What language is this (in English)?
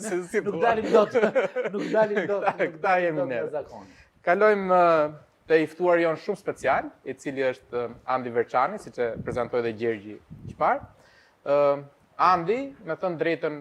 Albanian